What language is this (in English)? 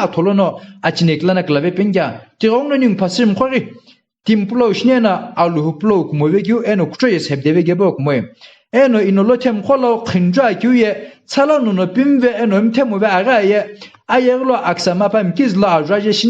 Sumi Naga